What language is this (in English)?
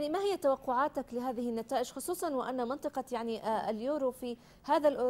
Arabic